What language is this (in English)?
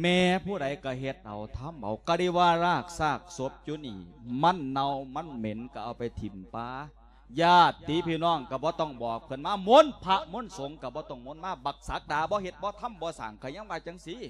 Lao